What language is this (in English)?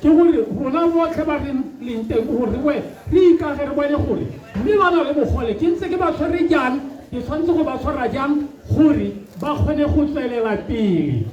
Tswana